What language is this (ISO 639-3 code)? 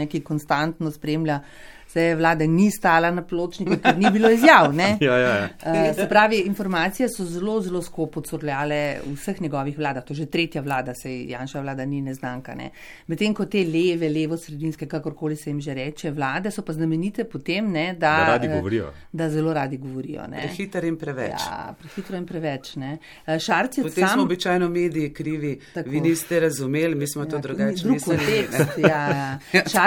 slv